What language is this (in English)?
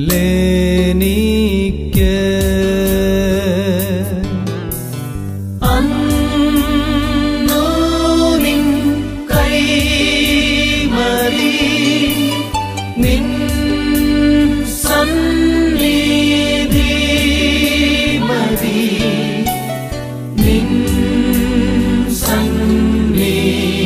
Malayalam